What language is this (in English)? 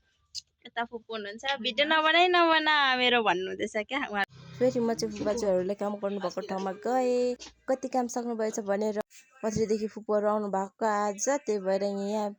Nepali